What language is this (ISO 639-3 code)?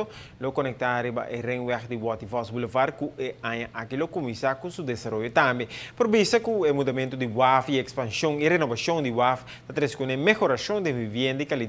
pap